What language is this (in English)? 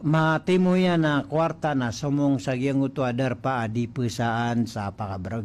Maranao